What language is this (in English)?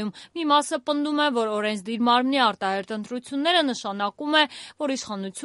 Armenian